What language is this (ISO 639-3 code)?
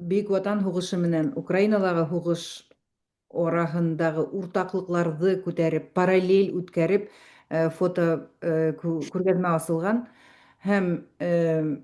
bak